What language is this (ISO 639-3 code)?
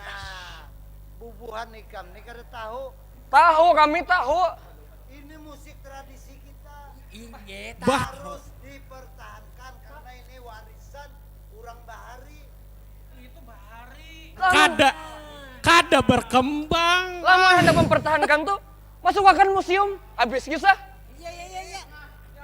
bjn